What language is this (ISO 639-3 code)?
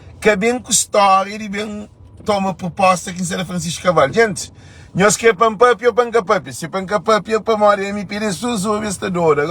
kea